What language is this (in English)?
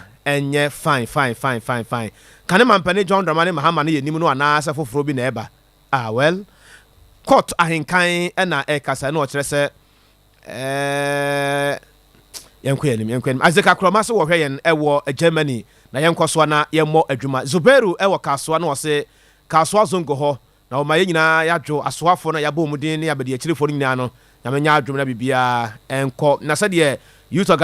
Akan